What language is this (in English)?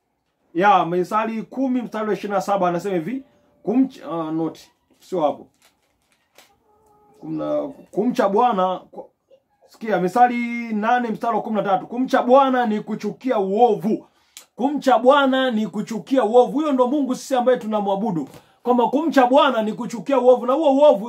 Swahili